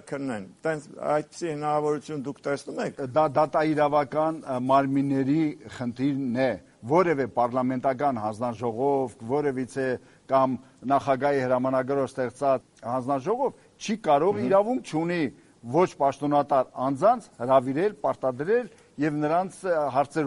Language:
Armenian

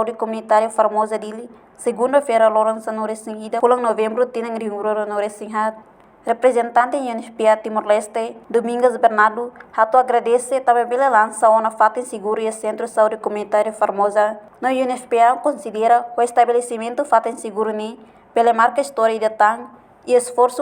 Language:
Tetum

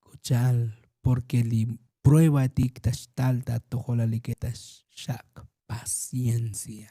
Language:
Tzotzil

